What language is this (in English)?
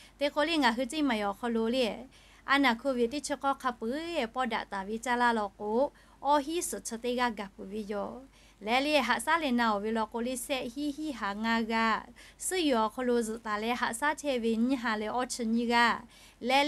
Lahu